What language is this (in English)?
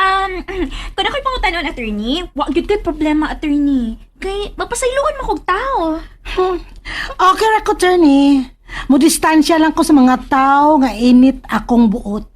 Cebuano